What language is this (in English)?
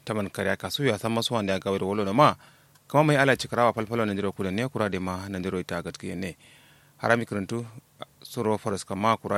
Kanuri